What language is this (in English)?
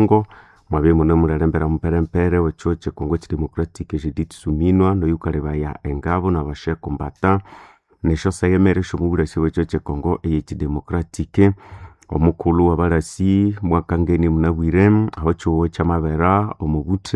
Nande